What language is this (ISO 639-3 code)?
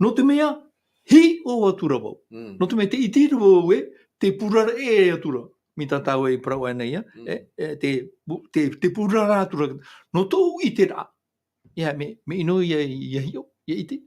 tah